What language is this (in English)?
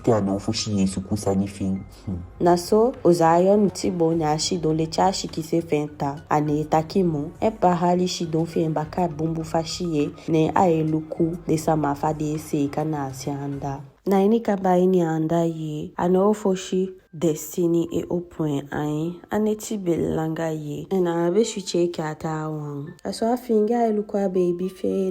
Eastern Maroon Creole